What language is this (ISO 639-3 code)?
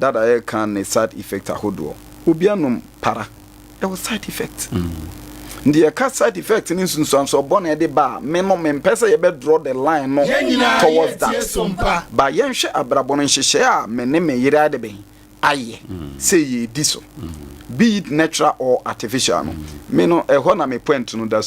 aka